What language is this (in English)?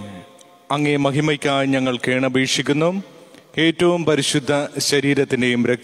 Malayalam